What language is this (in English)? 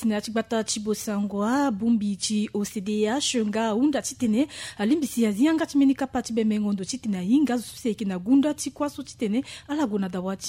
Sango